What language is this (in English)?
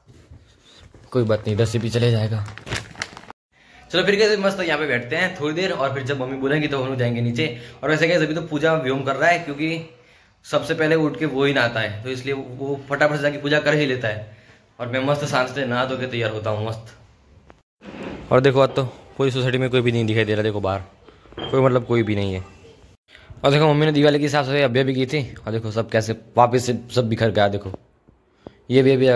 Hindi